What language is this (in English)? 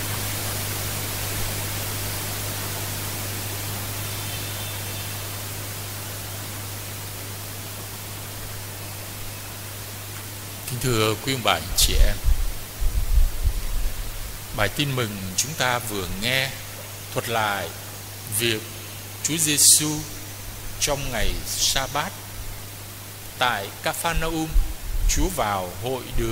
Vietnamese